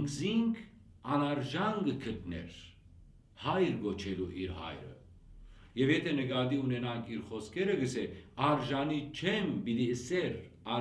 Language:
Western Armenian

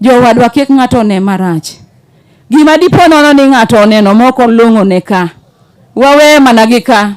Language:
Luo (Kenya and Tanzania)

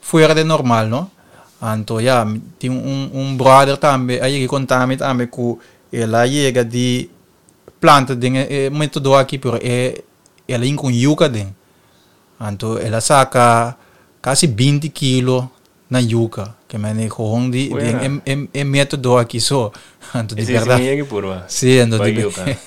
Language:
Papiamento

